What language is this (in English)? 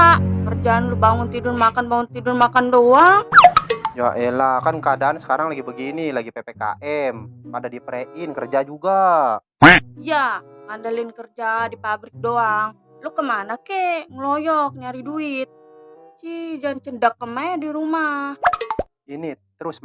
Betawi